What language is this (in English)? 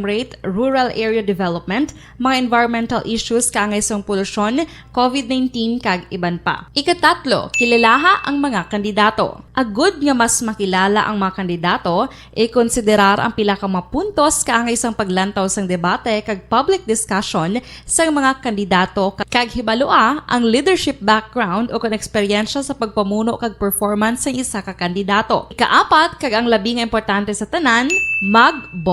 Hiligaynon